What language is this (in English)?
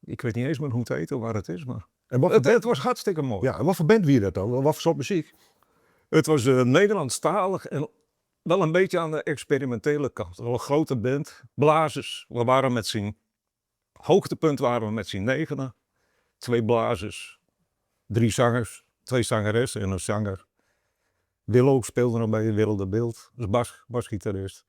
Western Frisian